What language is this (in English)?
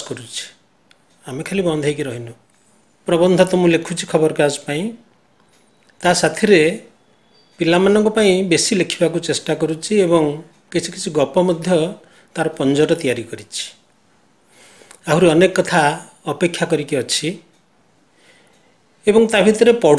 Odia